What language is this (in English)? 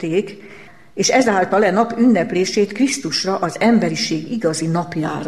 Hungarian